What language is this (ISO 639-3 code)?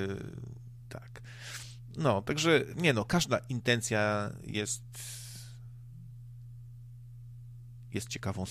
pol